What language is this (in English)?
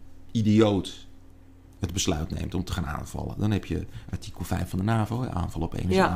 Dutch